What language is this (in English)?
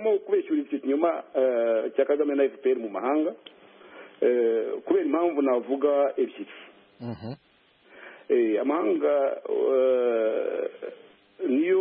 Kinyarwanda